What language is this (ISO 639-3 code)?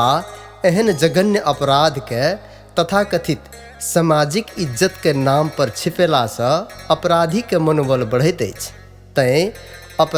mai